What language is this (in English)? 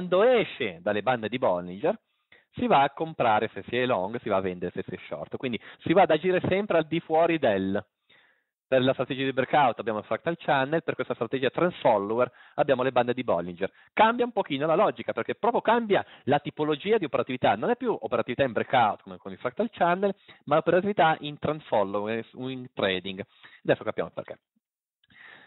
Italian